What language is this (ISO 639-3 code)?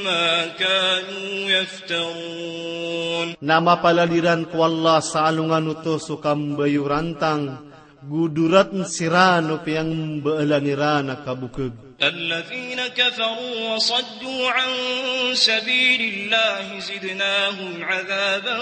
mrw